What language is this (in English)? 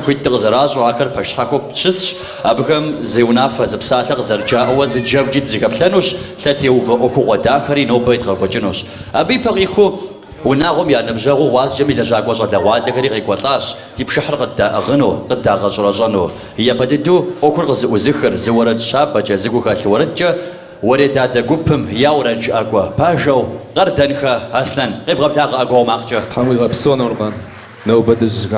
Kabardian